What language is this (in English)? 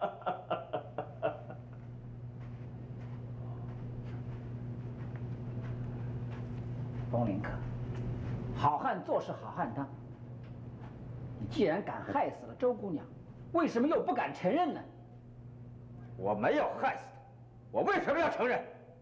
Chinese